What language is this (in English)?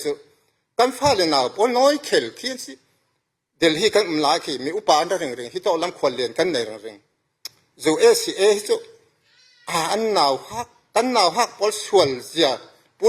Falam Chin